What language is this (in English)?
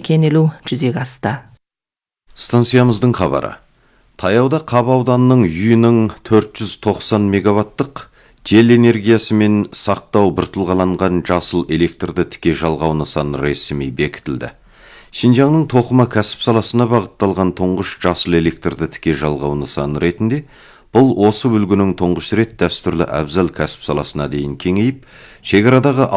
Kazakh